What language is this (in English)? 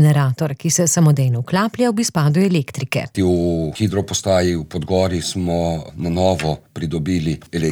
Slovenian